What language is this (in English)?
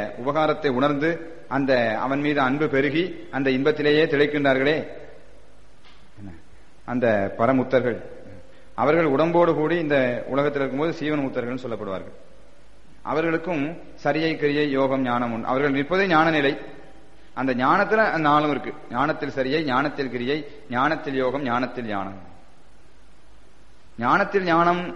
Tamil